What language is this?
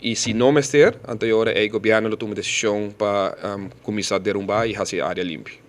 Papiamento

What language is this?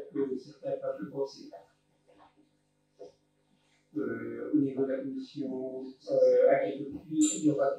French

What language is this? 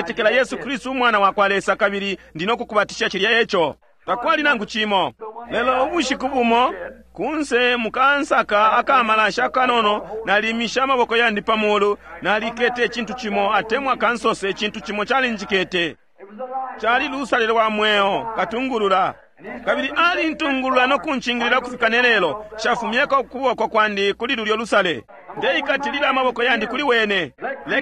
Bemba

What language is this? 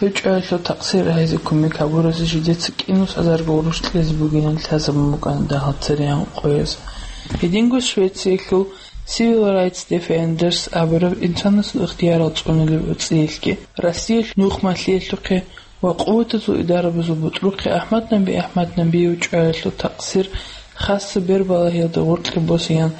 Avaric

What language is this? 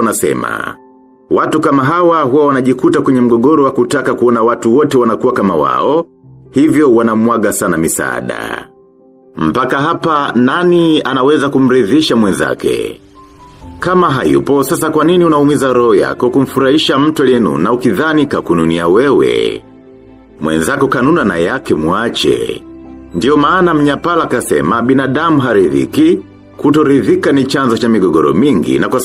Swahili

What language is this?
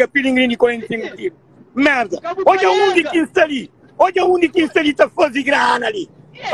Kabuverdianu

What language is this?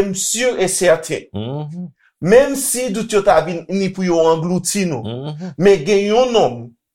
Haitian Creole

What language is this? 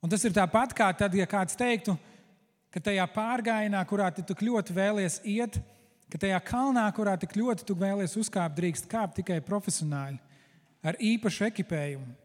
Latvian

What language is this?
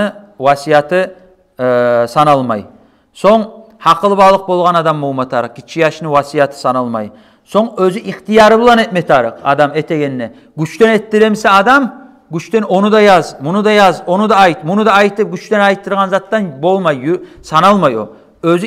Kumyk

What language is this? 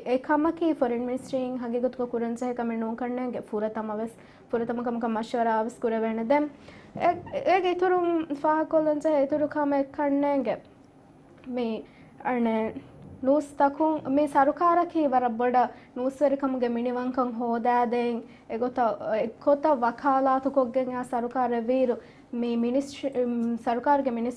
Divehi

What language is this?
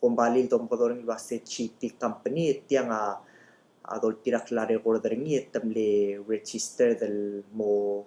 Palauan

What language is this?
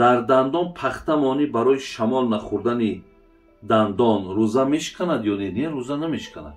Tajik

